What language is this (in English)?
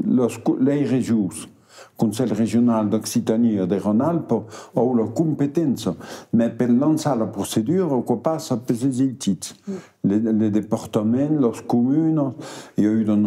Occitan